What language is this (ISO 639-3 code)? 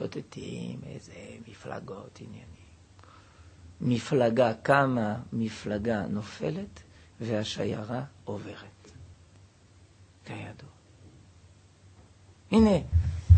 heb